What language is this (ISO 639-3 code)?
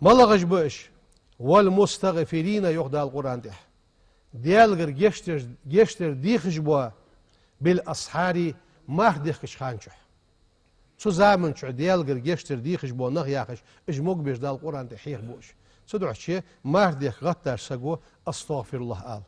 inh